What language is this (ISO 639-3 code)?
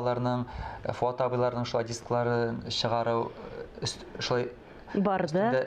tat